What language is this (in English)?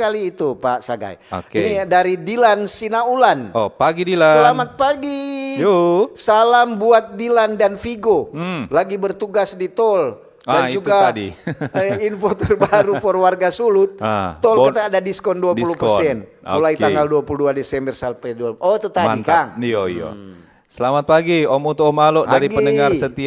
Manado Malay